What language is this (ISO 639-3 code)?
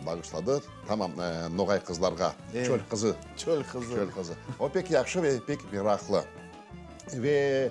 crh